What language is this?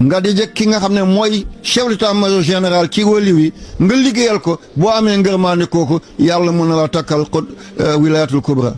Wolof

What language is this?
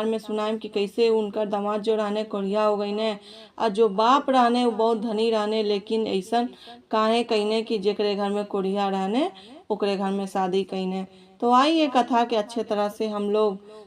Bhojpuri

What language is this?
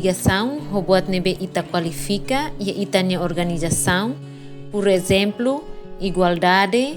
Tetum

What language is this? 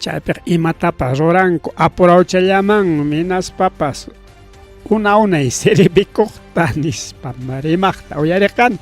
Ayacucho Quechua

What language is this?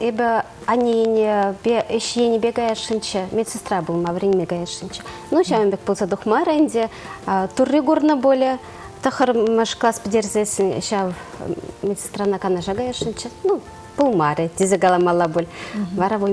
Chuvash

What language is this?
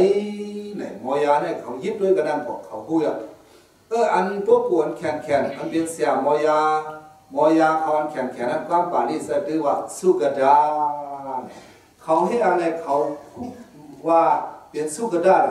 Shan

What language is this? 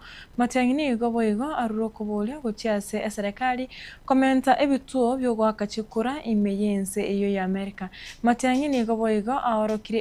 Gusii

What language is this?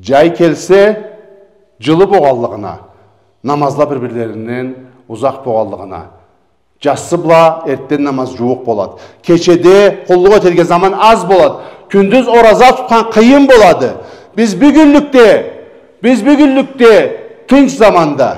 Karachay-Balkar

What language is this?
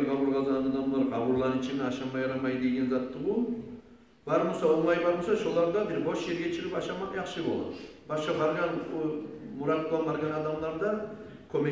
Kumyk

